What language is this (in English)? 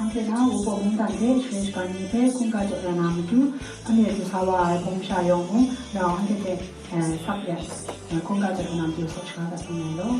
Kachin